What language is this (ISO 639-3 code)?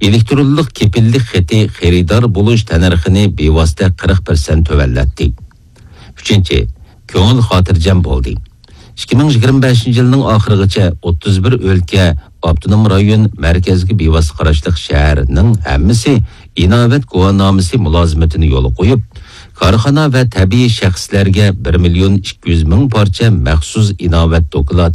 uig